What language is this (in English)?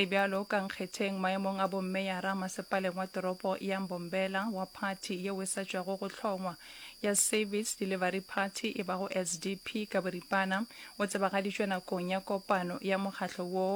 Northern Sotho